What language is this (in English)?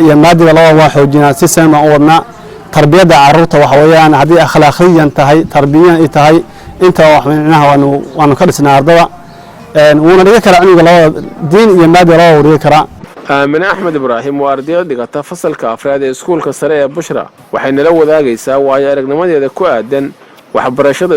Somali